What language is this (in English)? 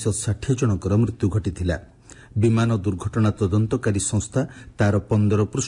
Odia